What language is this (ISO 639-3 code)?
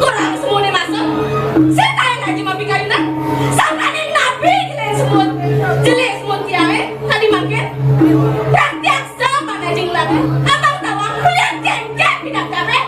ban